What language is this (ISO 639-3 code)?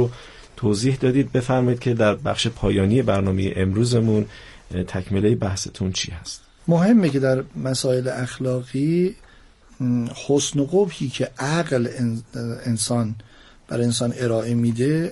fas